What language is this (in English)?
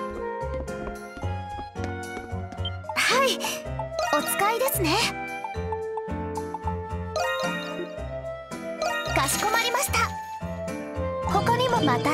Japanese